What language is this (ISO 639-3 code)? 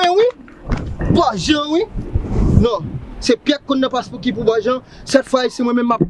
hat